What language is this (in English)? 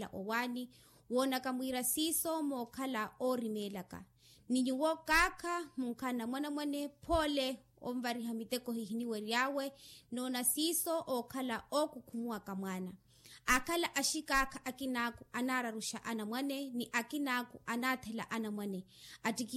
Makhuwa